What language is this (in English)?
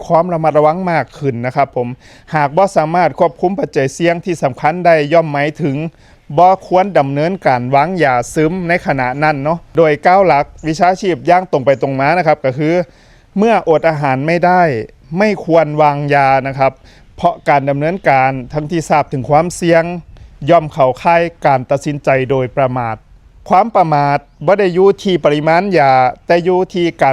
Lao